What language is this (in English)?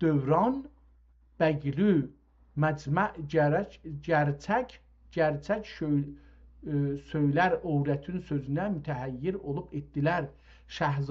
South Azerbaijani